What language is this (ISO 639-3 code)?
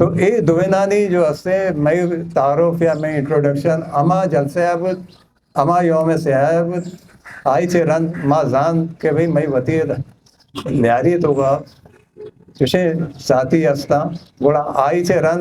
bgp